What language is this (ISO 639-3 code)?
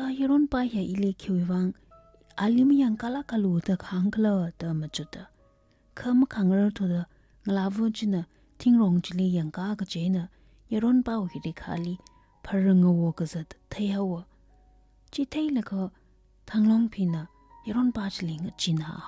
nmf